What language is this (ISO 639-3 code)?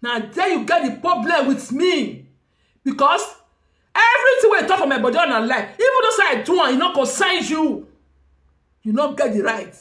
pcm